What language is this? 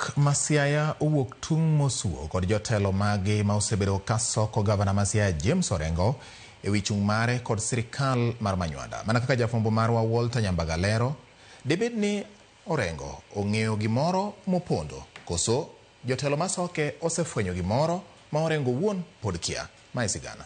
Luo (Kenya and Tanzania)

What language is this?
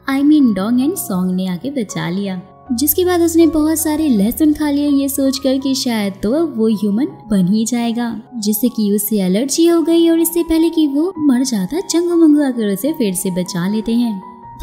Hindi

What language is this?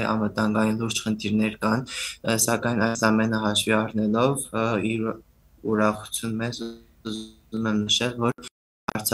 Western Armenian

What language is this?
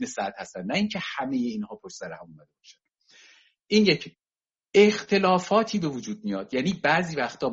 Persian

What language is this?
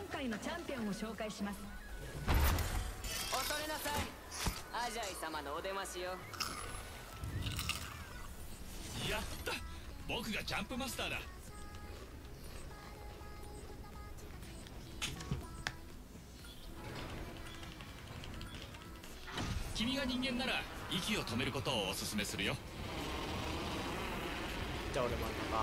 Japanese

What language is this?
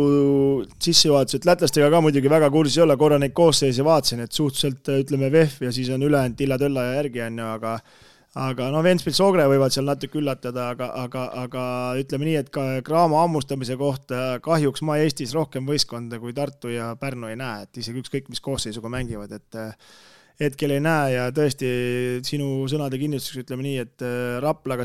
Estonian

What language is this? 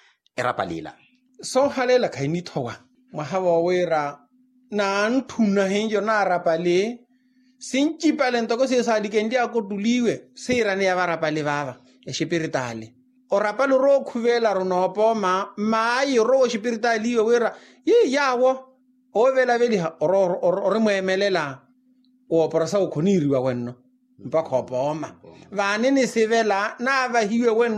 Makhuwa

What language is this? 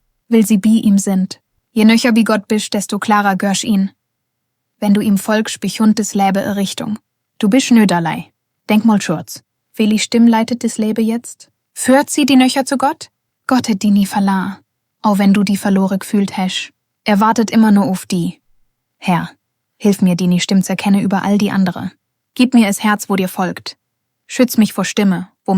Swiss German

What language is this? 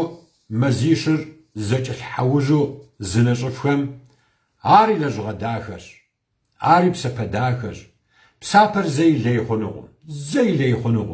Kabardian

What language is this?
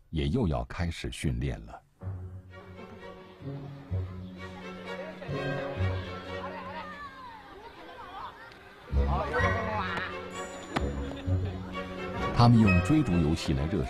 Chinese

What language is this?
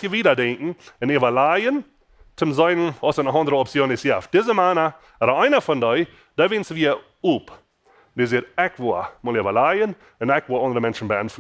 Plautdietsch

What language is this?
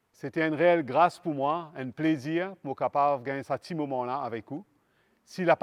Morisyen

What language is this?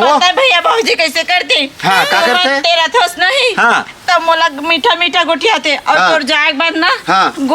Chhattisgarhi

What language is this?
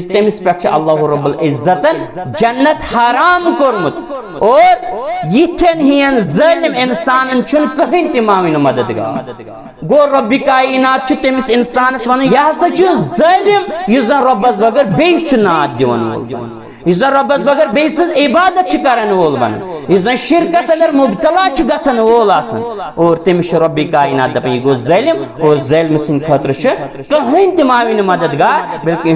Kashmiri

